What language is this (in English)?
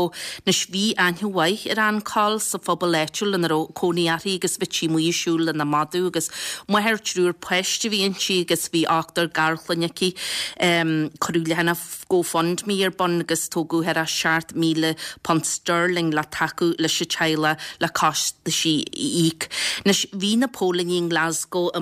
Irish